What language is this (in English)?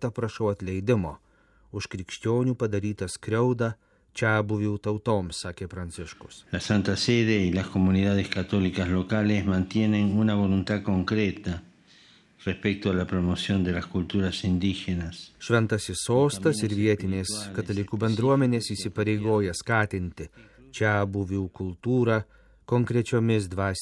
Lithuanian